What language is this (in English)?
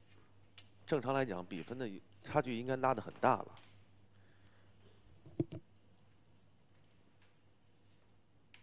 Chinese